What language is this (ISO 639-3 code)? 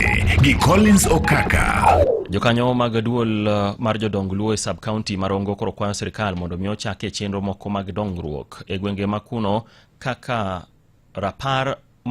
luo